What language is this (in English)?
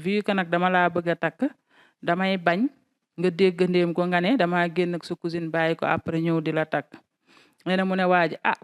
Wolof